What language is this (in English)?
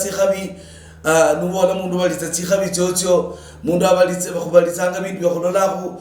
Luyia